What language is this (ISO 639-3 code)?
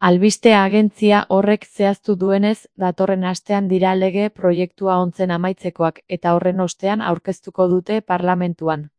eus